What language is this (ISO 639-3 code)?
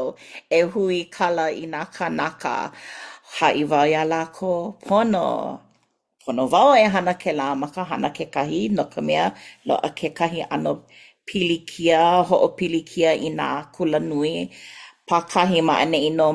haw